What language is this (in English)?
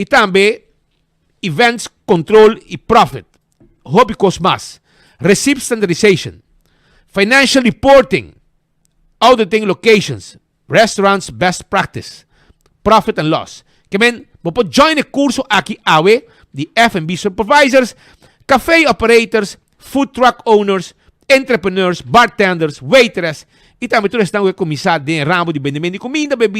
Papiamento